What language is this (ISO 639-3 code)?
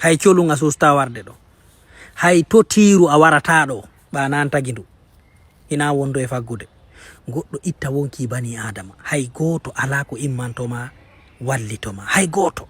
ful